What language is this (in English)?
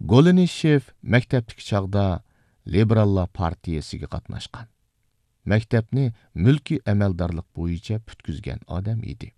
Uyghur